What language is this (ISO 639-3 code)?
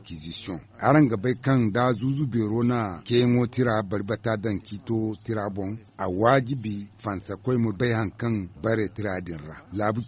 dje